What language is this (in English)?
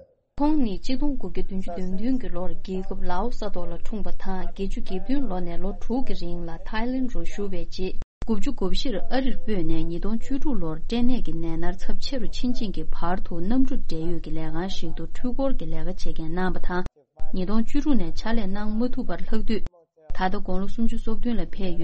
Tibetan